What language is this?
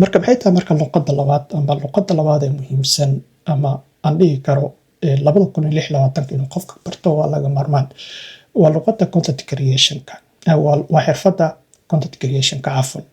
Somali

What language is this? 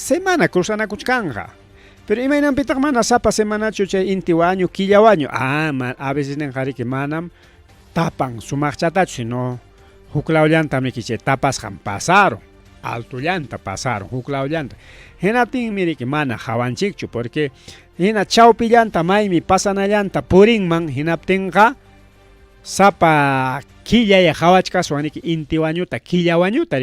Ayacucho Quechua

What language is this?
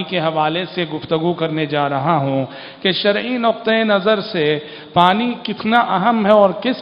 Urdu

